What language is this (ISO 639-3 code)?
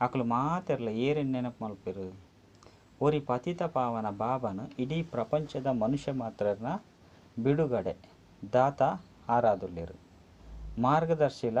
tcy